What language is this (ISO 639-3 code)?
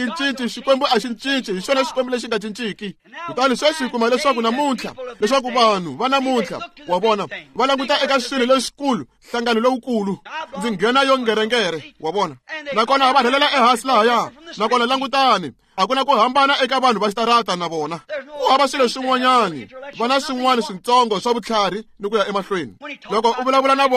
tso